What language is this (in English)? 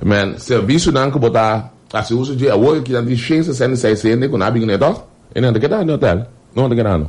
Papiamento